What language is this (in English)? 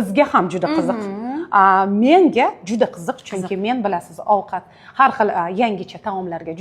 Uzbek